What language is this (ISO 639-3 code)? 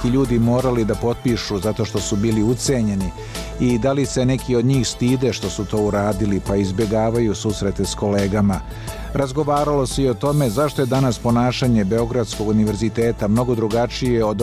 srp